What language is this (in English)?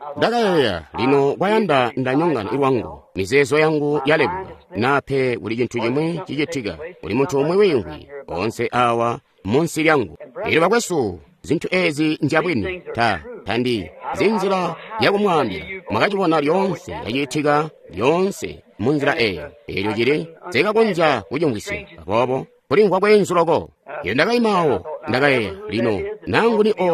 Tonga (Zambia)